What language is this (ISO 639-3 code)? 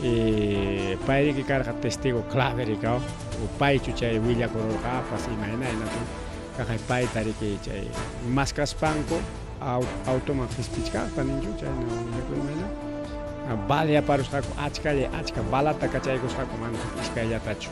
quy